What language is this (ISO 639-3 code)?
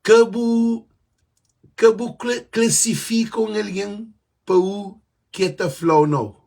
kea